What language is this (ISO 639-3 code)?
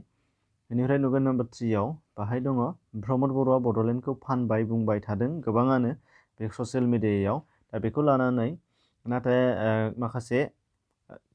brx